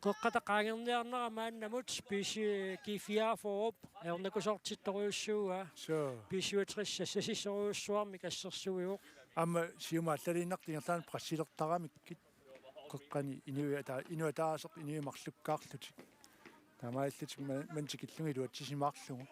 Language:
Kalaallisut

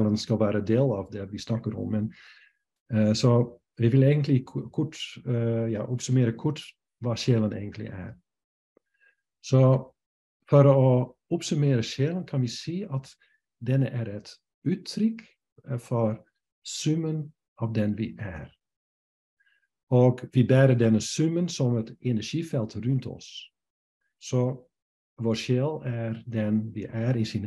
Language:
Norwegian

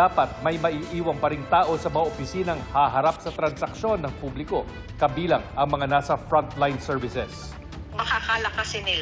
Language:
Filipino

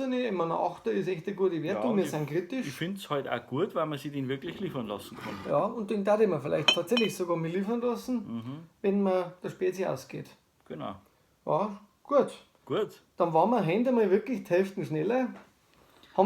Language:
Bavarian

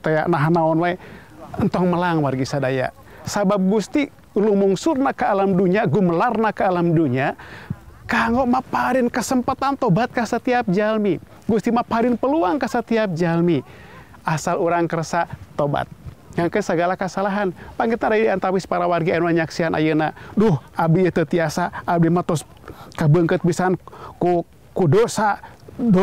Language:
Sundanese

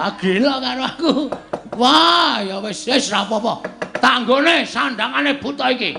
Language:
Javanese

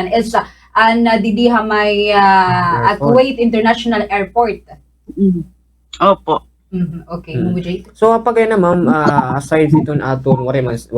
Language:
Waray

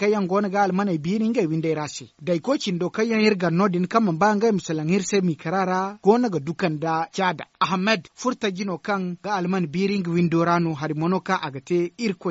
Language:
Zarma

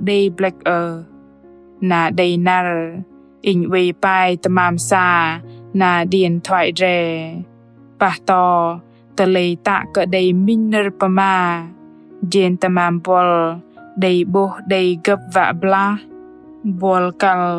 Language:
Bahnar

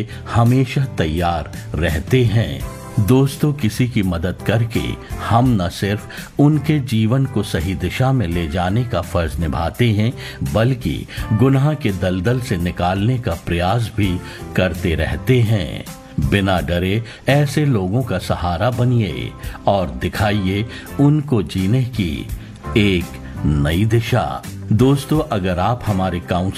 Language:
Hindi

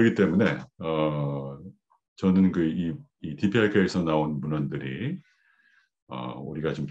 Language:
Korean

